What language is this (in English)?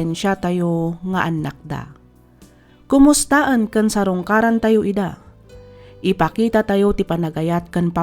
Iloko